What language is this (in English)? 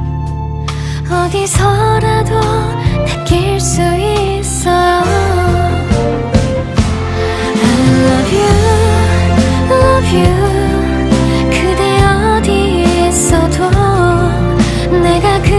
Korean